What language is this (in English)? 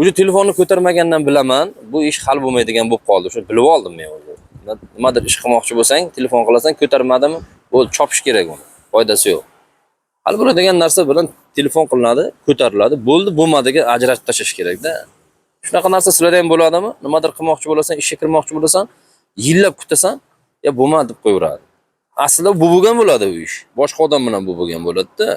Uzbek